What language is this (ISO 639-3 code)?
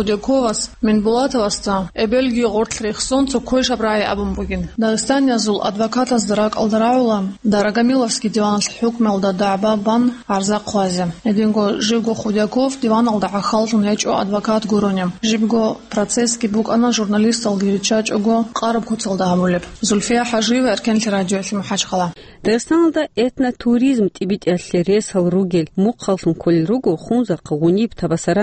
ava